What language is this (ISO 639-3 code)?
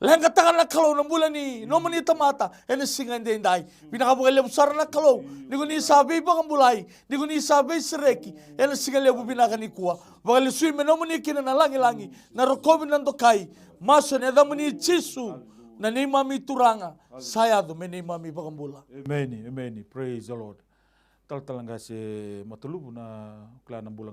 fij